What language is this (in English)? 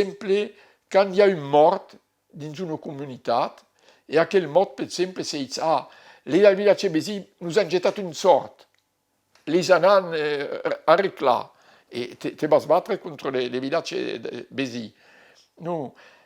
Occitan